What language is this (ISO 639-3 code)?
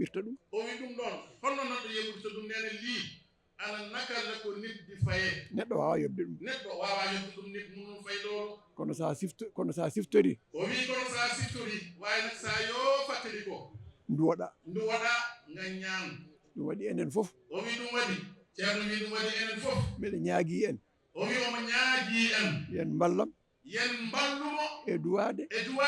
ful